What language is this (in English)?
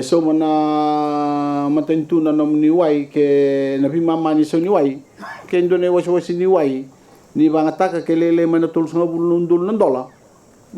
Fijian